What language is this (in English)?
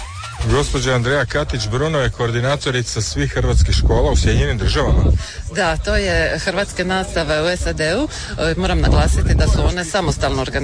Croatian